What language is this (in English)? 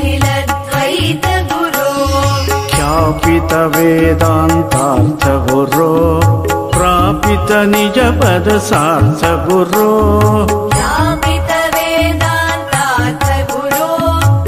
Sanskrit